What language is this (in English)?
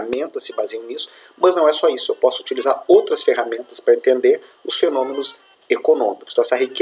Portuguese